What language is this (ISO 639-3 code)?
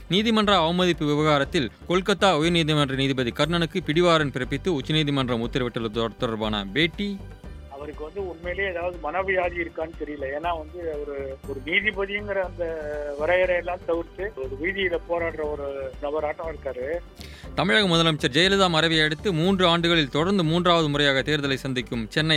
tam